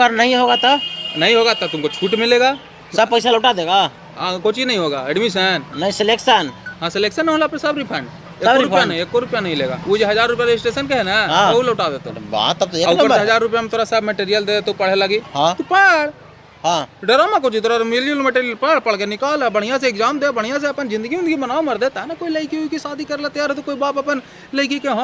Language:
Magahi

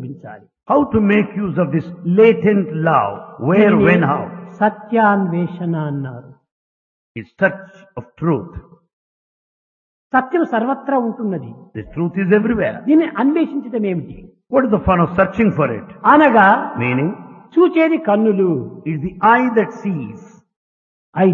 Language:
Telugu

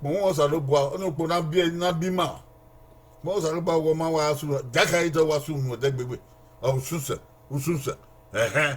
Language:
Bini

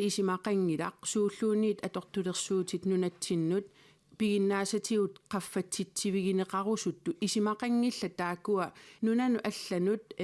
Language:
Kalaallisut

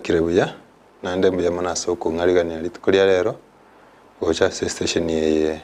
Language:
Gusii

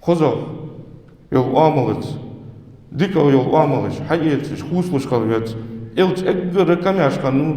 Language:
Ingush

